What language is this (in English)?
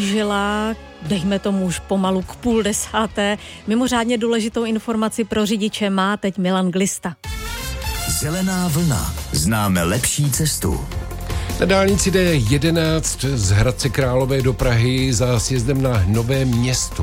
Czech